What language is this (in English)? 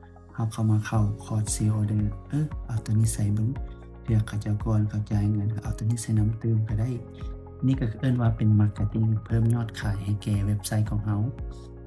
Lao